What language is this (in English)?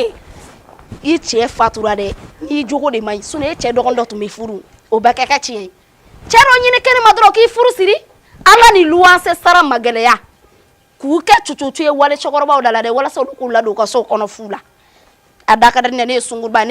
Bambara